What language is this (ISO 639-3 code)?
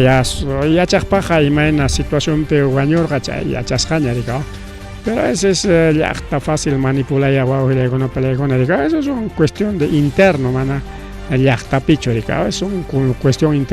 quy